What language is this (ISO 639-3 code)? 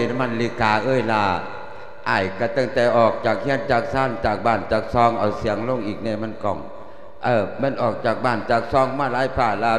lao